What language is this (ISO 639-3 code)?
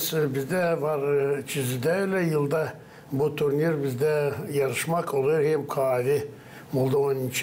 gag